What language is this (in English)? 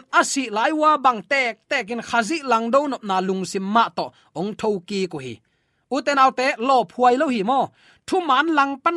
Tedim Chin